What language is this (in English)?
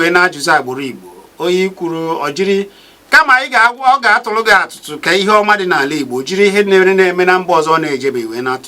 Igbo